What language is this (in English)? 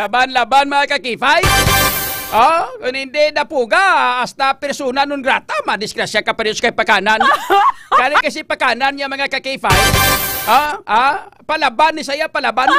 Hiligaynon